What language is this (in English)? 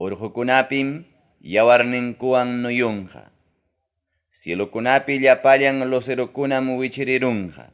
Ayacucho Quechua